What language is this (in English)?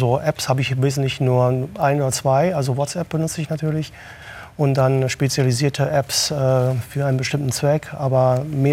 Luxembourgish